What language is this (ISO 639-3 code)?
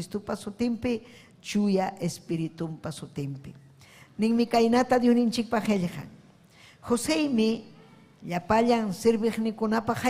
quy